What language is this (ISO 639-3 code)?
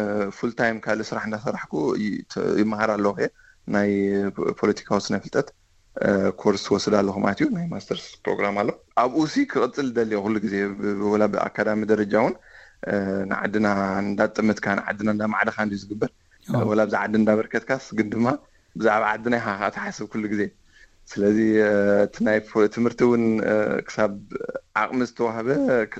tir